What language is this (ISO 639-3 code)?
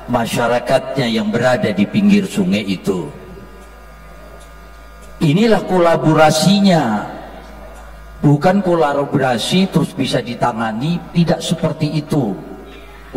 ind